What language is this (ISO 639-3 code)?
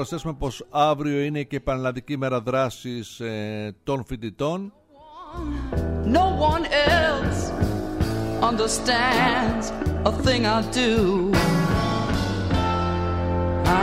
ell